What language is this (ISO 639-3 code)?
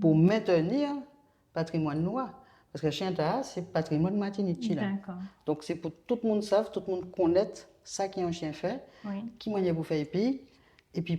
gcf